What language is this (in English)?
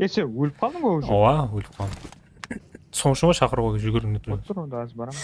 Kara-Kalpak